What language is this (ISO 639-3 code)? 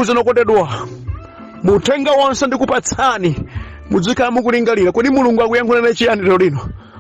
nya